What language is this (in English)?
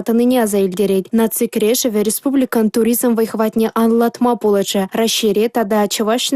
Chuvash